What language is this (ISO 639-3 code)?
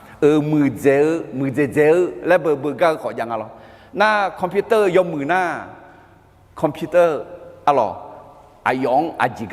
ahk